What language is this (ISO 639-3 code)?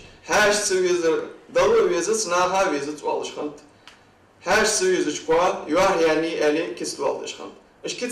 inh